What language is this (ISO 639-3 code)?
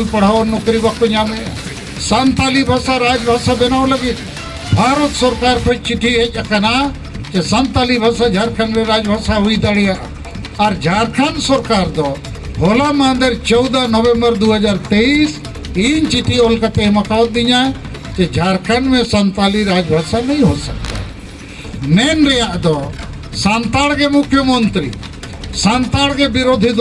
sat